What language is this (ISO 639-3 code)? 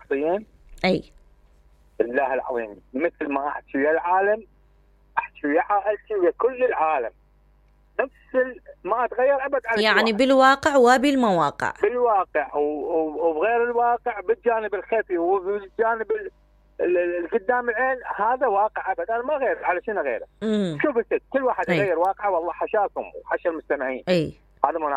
acm